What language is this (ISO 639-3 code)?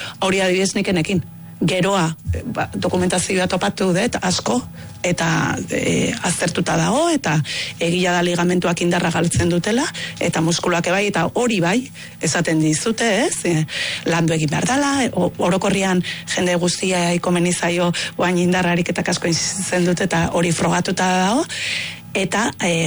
eus